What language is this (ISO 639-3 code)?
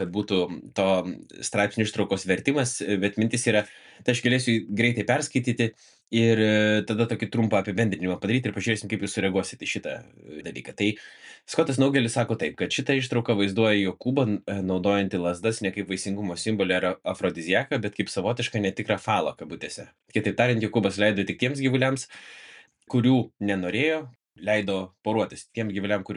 lit